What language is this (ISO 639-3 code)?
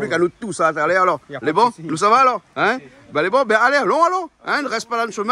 rcf